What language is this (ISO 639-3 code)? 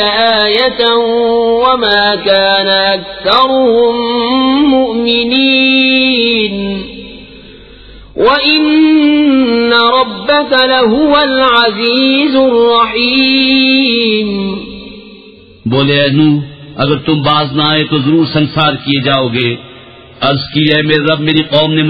urd